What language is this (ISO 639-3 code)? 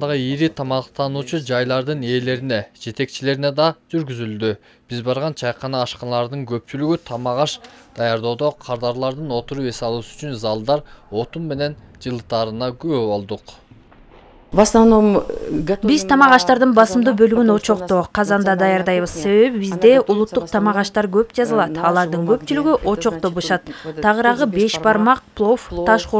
kir